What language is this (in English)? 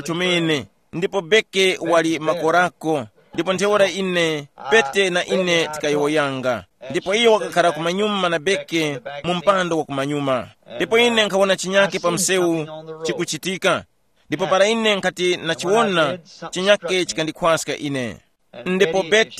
Tumbuka